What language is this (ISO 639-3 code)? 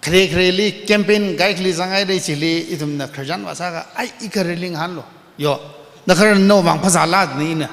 nmf